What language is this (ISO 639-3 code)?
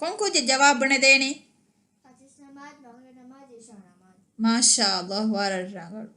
div